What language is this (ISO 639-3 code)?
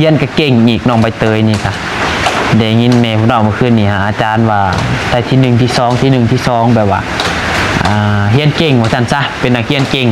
lao